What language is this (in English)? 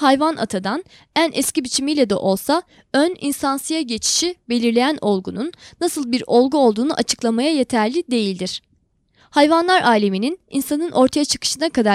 Turkish